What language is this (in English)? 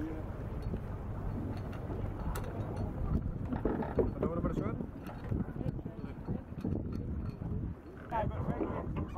Dutch